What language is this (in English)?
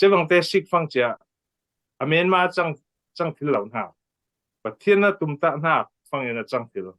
Falam Chin